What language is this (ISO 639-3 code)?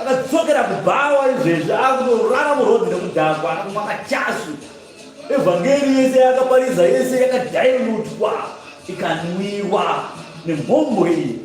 sna